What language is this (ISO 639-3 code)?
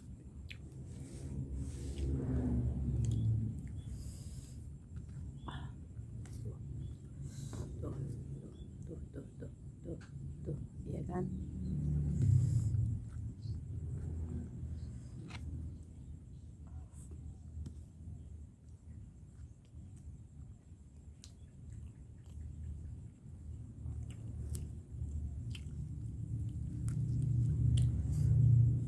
ind